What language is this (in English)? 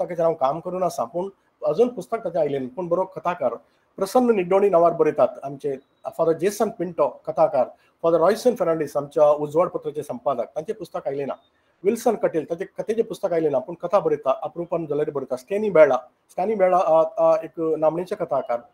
Konkani